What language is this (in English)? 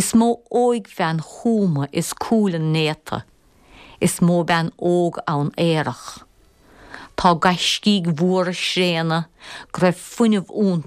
Irish